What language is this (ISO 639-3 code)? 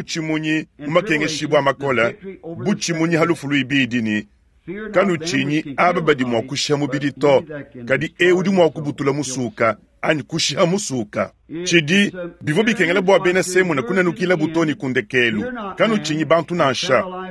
lua